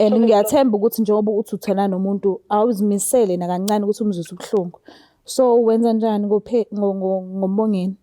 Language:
Zulu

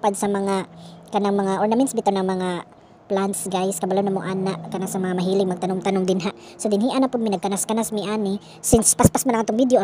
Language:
Cebuano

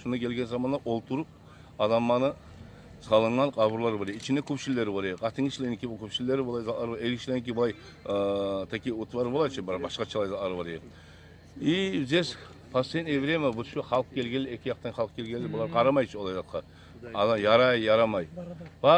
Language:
Kumyk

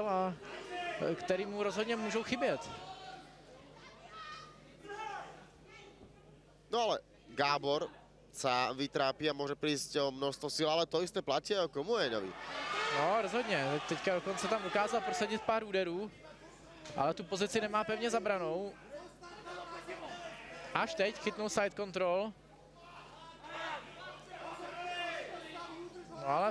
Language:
Czech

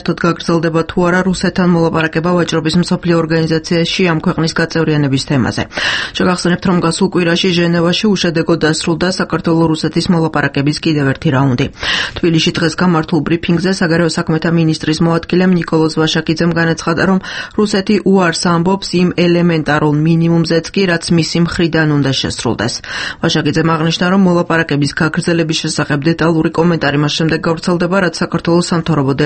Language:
Georgian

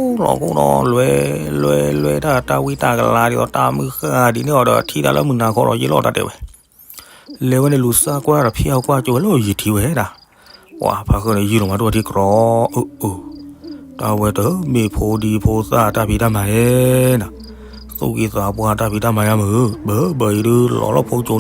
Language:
S'gaw Karen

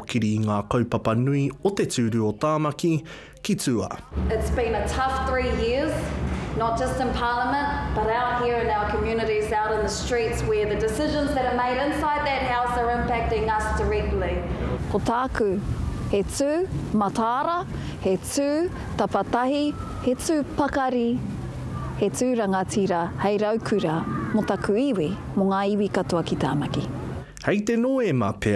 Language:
Māori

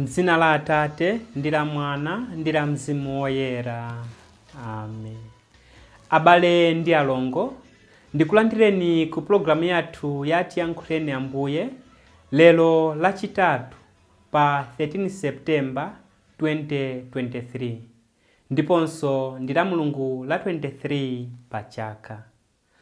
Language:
Nyanja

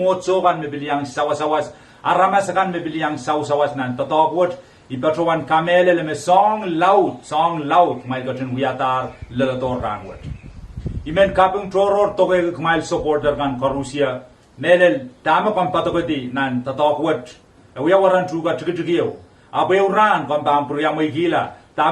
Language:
Pohnpeian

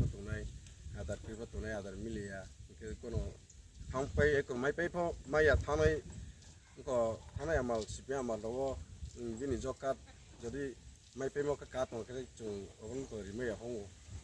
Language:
Riang (India)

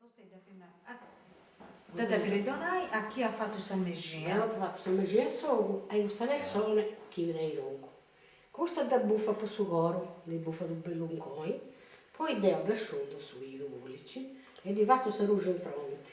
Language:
Sardinian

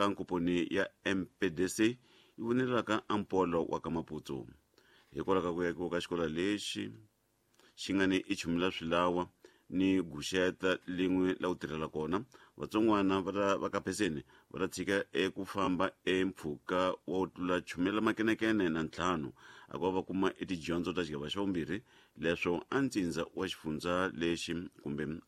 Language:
Tsonga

